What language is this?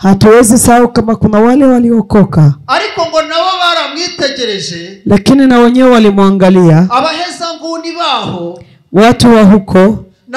Kinyarwanda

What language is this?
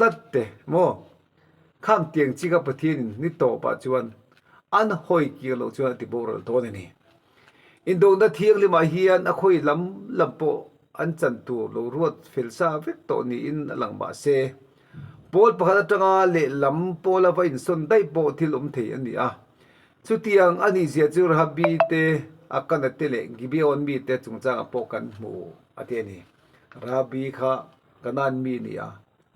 Mizo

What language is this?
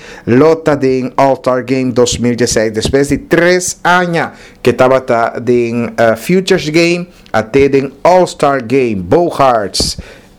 Papiamento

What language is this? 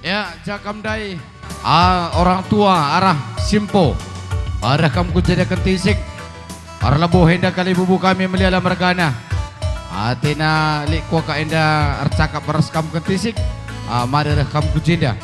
Batak Karo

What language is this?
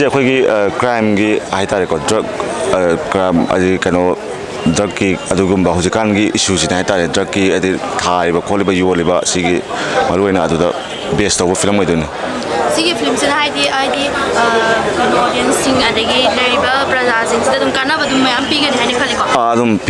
Manipuri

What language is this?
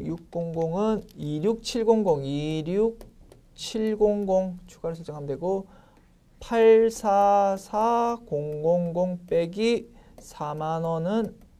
Korean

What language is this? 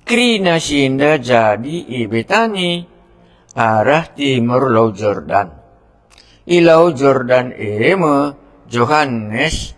Batak Karo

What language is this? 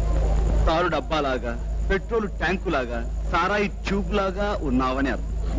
Telugu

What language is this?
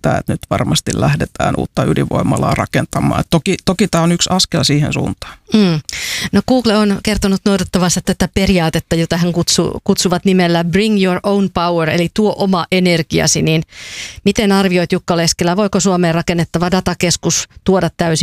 Finnish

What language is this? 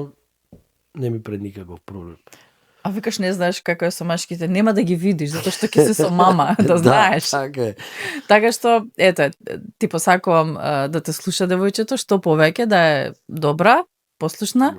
Macedonian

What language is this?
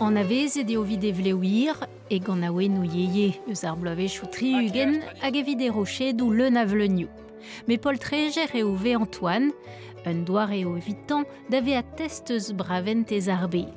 Breton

